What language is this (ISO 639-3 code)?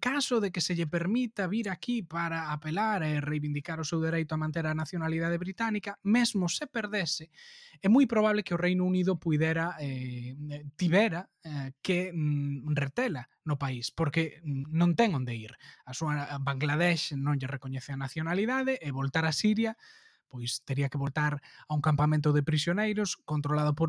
glg